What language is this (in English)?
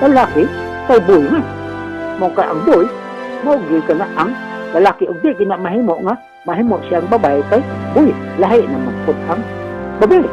Cebuano